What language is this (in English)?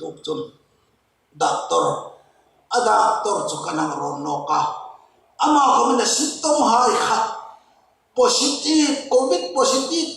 Hmar